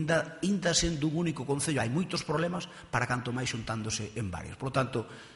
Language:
Galician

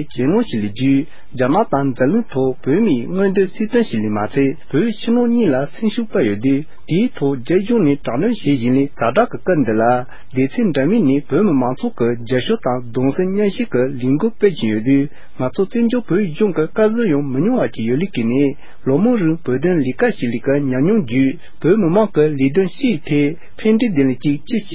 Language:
Tibetan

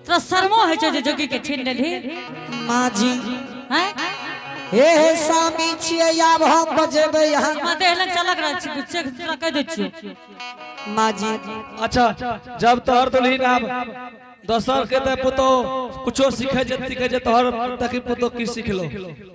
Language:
Angika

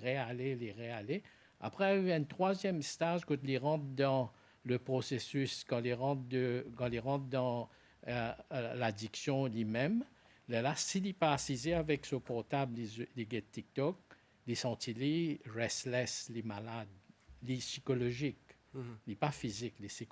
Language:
Morisyen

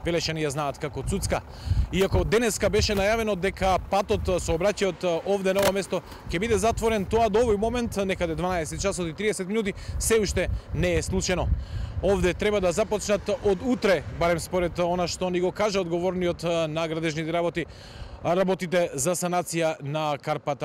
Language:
Macedonian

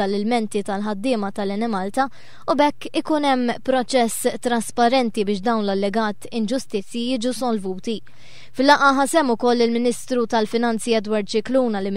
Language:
Maltese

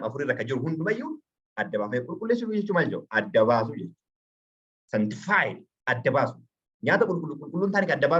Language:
Oromo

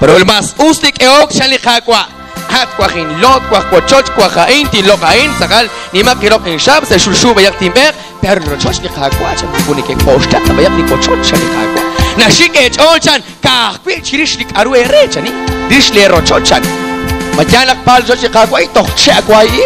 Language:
Kekchí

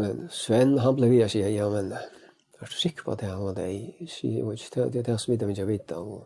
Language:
Faroese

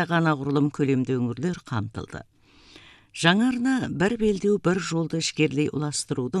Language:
Kazakh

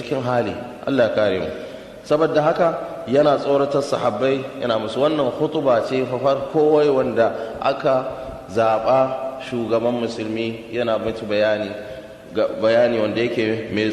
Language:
Hausa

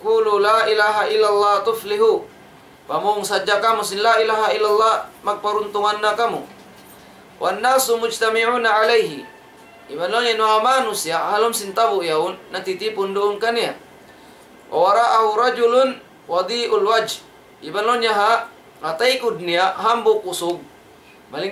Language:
Tausug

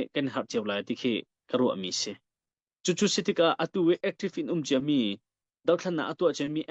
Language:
Hakha Chin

